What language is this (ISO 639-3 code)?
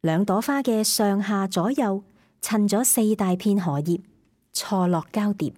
yue